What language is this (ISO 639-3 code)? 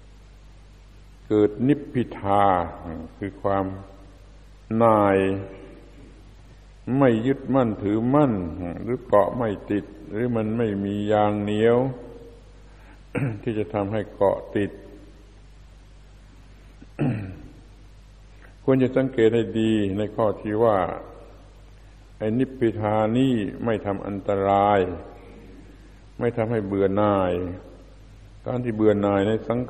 tha